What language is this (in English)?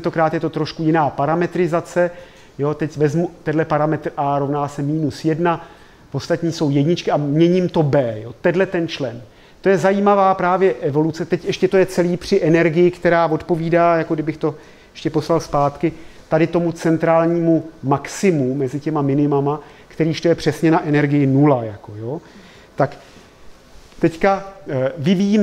Czech